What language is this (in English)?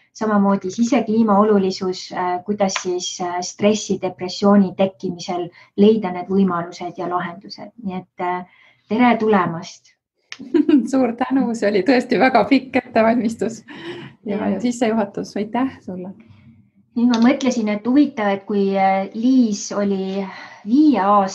Estonian